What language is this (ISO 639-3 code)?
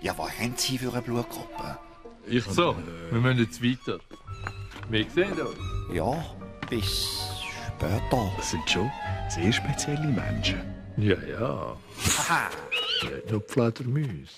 gsw